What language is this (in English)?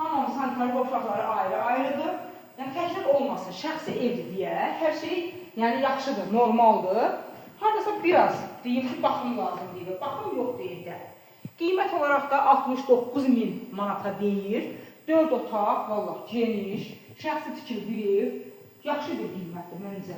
Azerbaijani